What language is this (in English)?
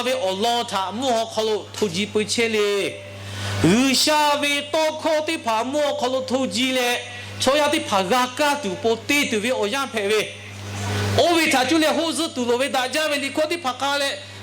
Lahu